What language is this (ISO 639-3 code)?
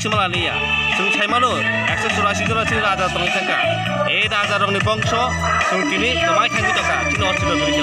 trp